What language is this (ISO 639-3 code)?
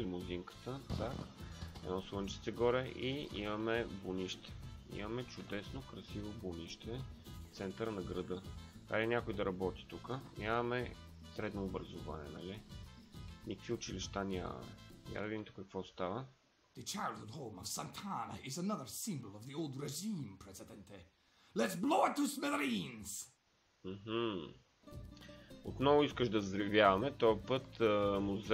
bul